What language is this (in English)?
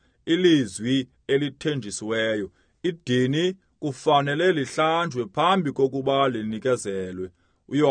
Xhosa